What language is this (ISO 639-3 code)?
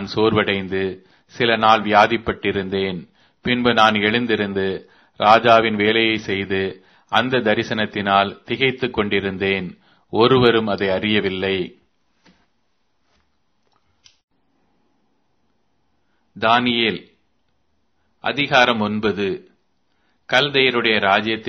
tam